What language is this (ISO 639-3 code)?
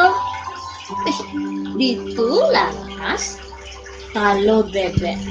ban